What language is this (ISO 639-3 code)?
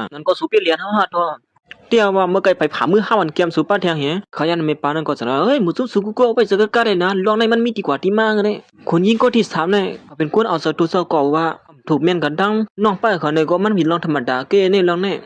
shn